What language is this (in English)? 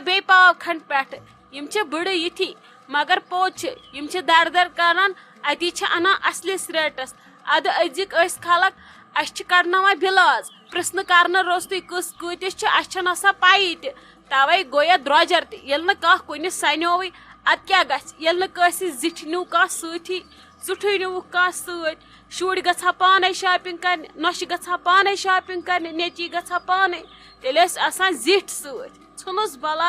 Kashmiri